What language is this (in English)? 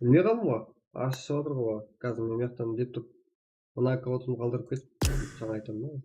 Kara-Kalpak